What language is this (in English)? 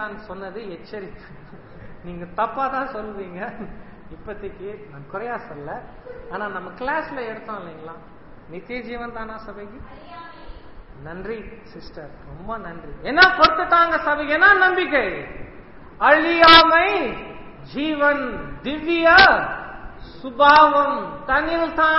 Tamil